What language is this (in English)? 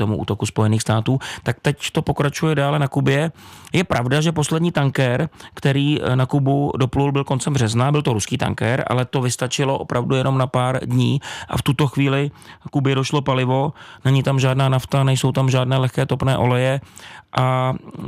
Czech